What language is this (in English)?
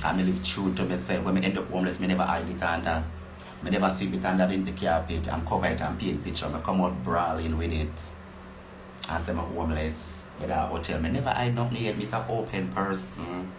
Jamaican Creole English